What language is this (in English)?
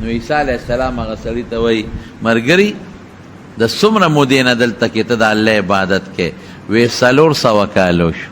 Pashto